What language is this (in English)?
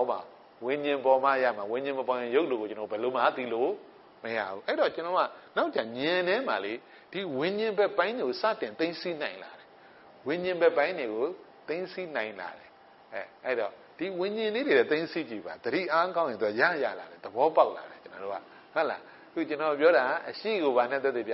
Burmese